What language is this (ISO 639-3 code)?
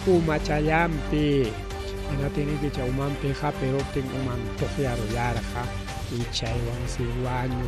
quy